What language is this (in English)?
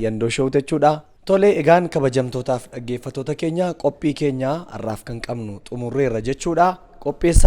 Oromo